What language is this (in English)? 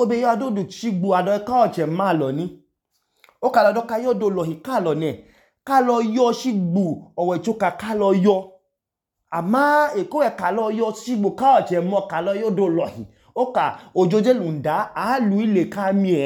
Idoma